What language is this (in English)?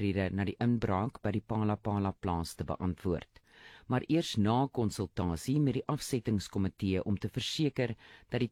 Afrikaans